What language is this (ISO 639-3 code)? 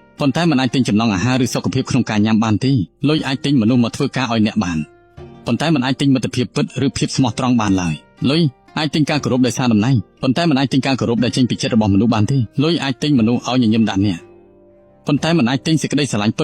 khm